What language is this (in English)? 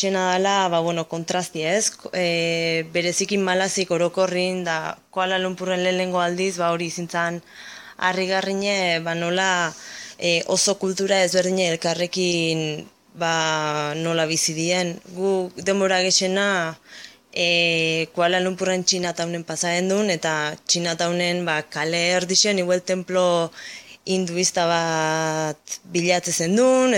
Basque